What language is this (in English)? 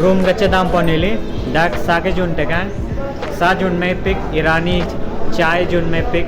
Karbi